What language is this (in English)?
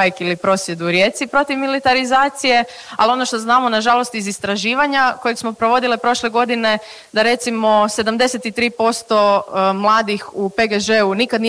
Croatian